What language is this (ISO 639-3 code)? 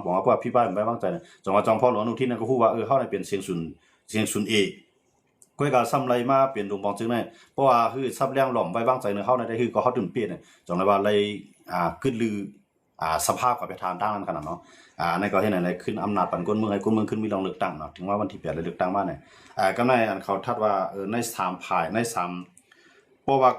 shn